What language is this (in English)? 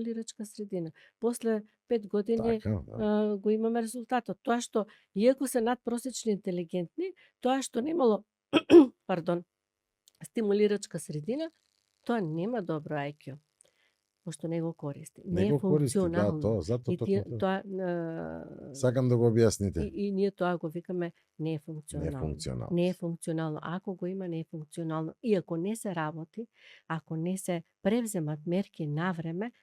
Macedonian